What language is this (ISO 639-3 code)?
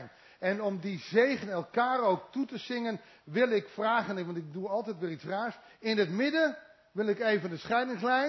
nld